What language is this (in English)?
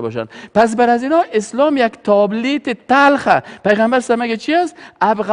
Persian